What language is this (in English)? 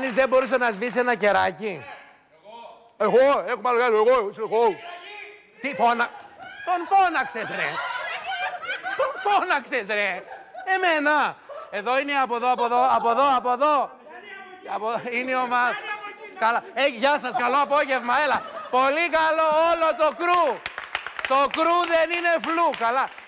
Greek